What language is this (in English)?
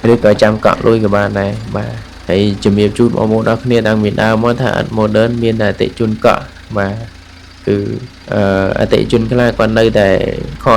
Khmer